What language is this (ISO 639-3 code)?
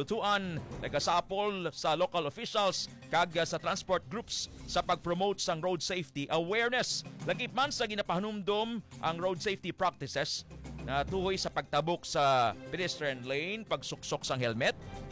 hil